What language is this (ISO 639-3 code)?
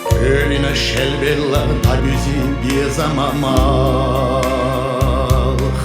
che